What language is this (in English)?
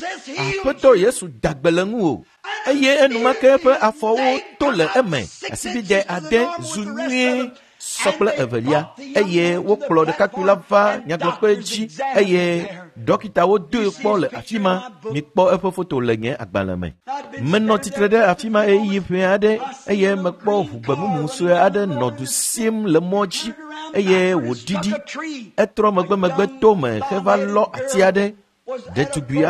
Ewe